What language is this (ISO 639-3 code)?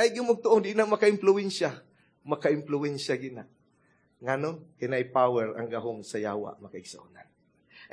ceb